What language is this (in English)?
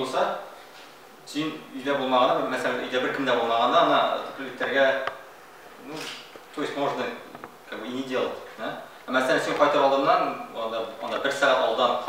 Tatar